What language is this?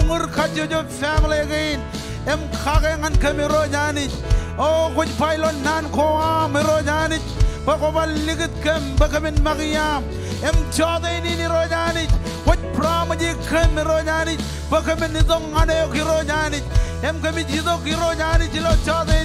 Marshallese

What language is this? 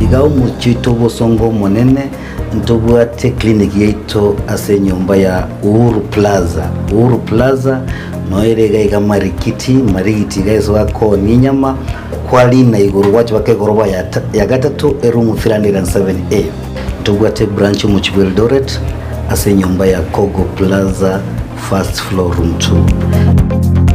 Gusii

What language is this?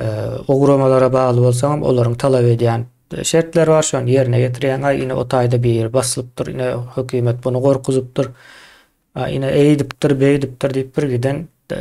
Turkmen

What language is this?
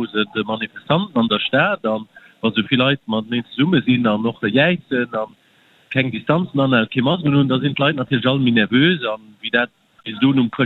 Luxembourgish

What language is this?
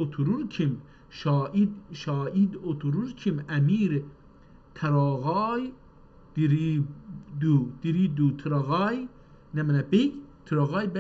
South Azerbaijani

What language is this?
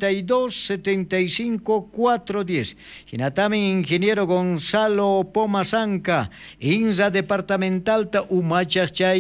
South Bolivian Quechua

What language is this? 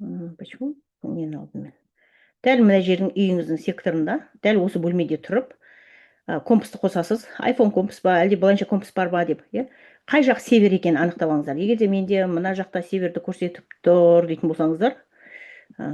Kazakh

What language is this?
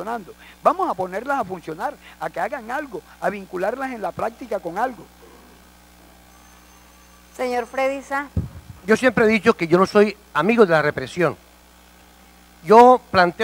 Spanish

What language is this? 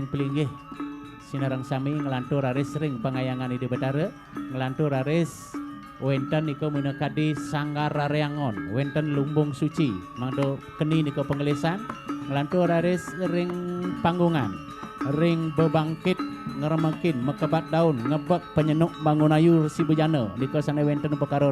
Balinese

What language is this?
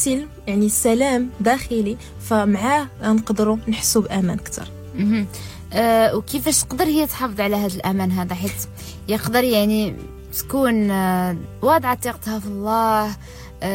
Moroccan Arabic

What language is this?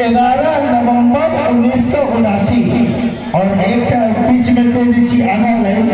Maithili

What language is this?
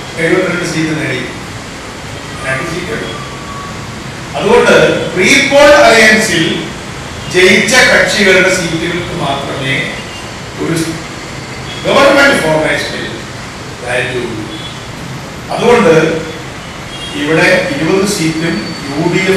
Malayalam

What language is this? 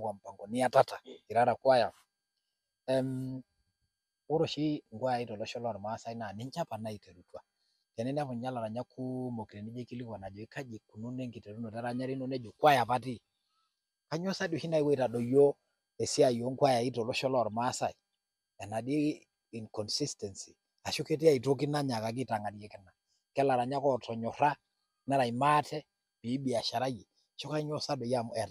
Masai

